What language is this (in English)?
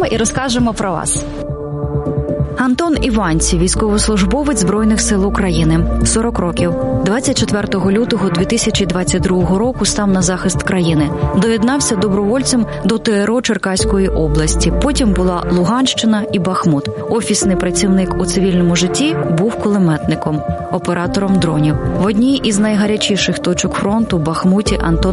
Ukrainian